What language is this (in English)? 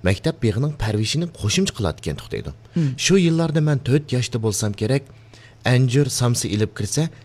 Uyghur